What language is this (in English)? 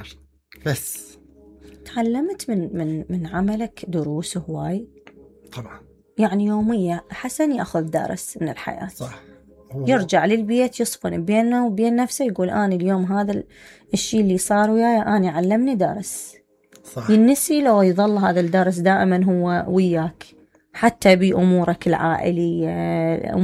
Mesopotamian Arabic